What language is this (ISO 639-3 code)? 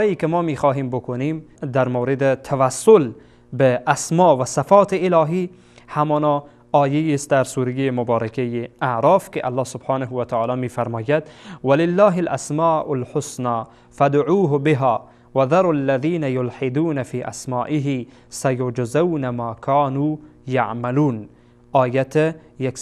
fas